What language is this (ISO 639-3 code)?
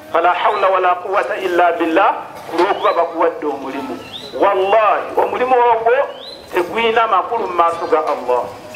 nyn